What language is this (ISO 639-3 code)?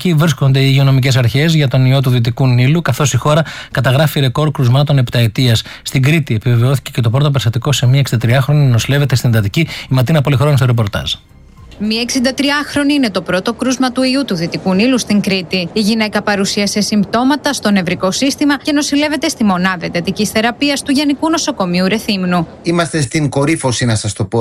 ell